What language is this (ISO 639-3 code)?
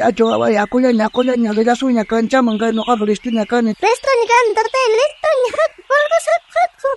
quh